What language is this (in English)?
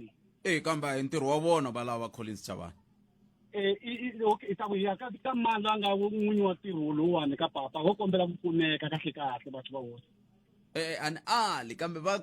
Tsonga